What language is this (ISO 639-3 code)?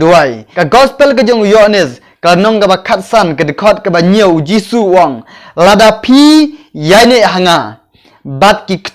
kha